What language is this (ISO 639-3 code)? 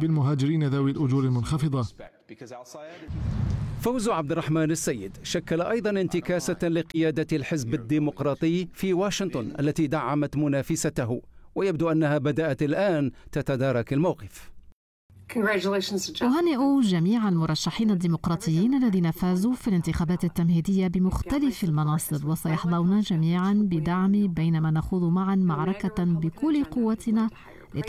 ara